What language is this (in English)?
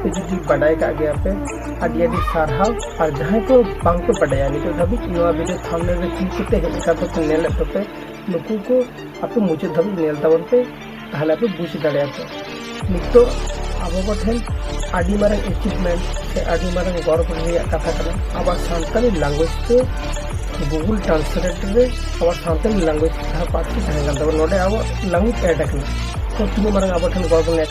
Santali